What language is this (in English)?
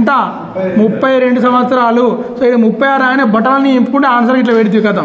Telugu